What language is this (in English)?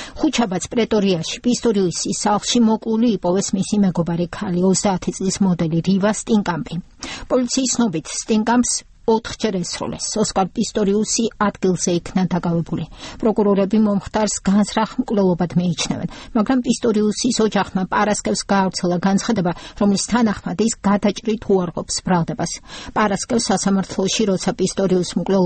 Georgian